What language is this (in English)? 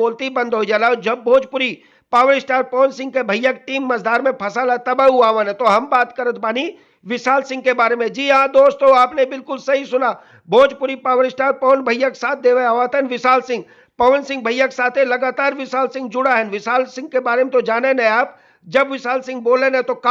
Bhojpuri